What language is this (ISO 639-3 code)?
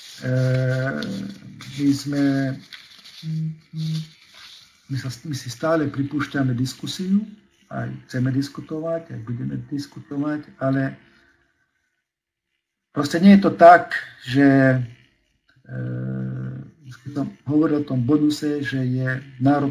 slk